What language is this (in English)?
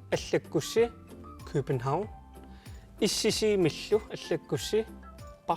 Kalaallisut